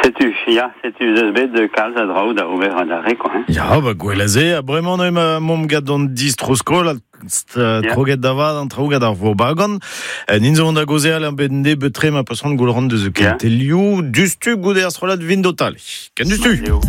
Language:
Breton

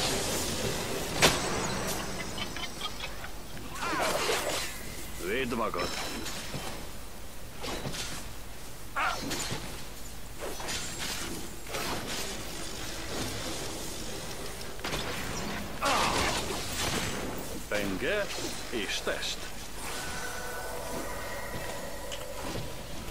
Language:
Hungarian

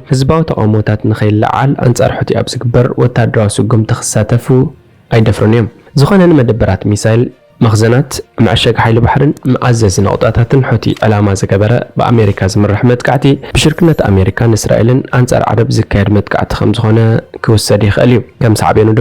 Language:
Tigrinya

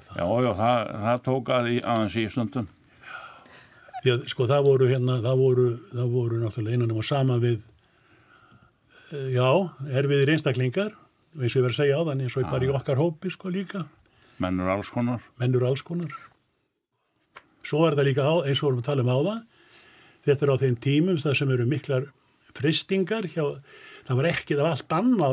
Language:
Icelandic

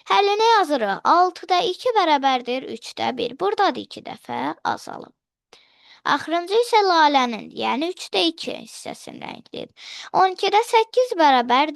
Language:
Azerbaijani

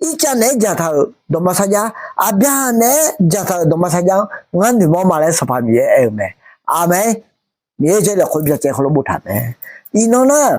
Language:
Akha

